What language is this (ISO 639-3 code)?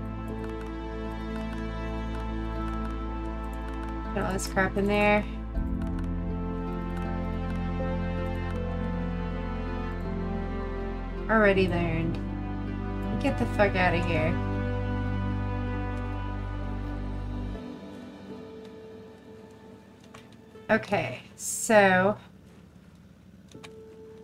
eng